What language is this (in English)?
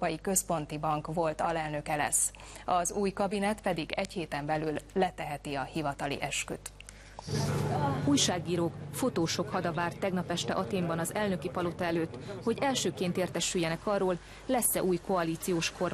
Hungarian